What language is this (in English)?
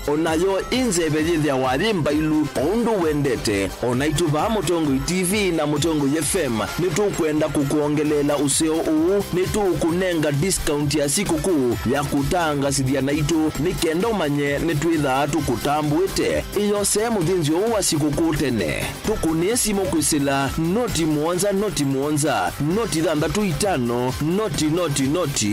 Kamba